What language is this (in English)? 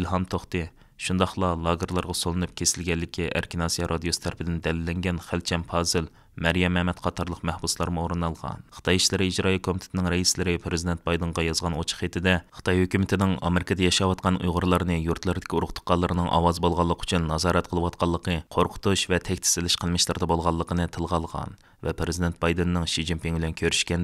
Uyghur